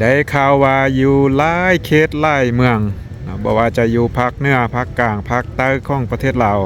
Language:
Lao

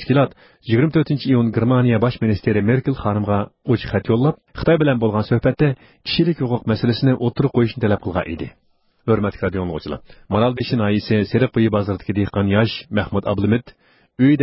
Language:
Uyghur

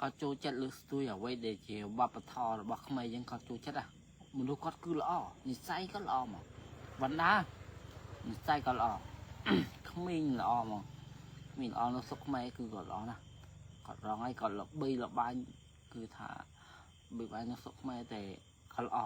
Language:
Khmer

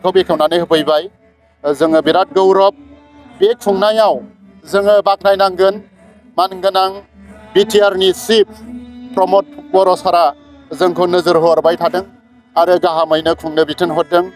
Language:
Bodo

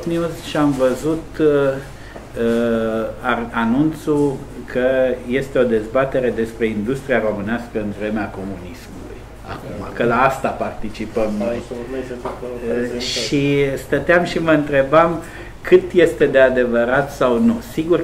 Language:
Romanian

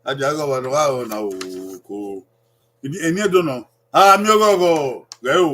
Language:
Bini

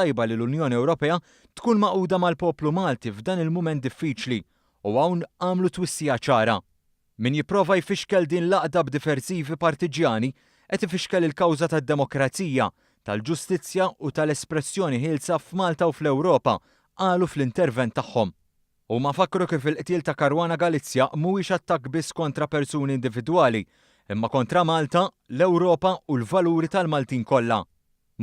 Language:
Maltese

